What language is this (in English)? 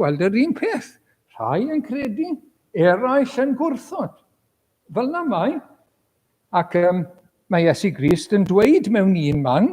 Welsh